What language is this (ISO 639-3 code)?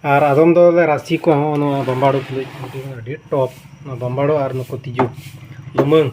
sat